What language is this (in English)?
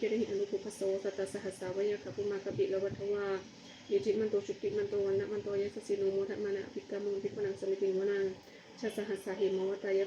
Pali